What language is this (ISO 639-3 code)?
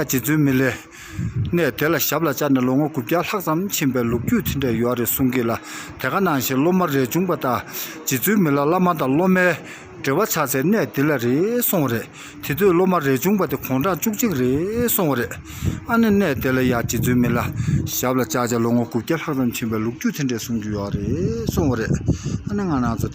bod